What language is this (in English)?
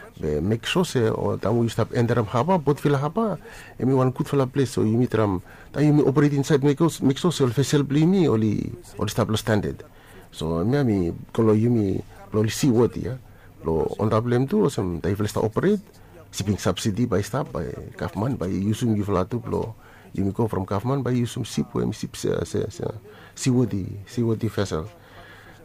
Bislama